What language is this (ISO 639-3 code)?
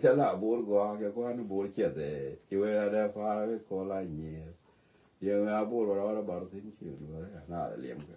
nus